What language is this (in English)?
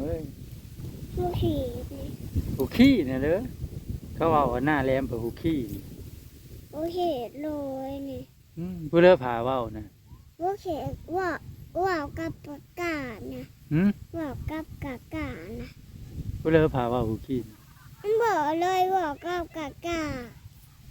Northeastern Thai